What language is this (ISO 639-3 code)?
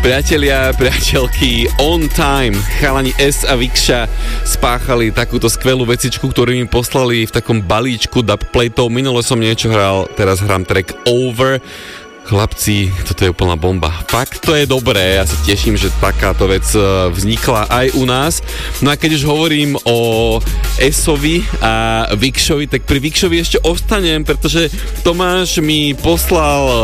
slk